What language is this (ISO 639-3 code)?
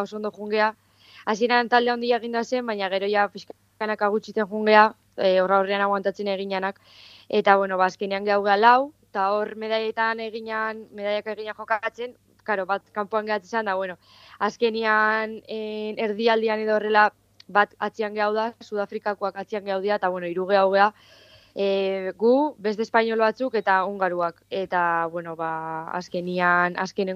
eus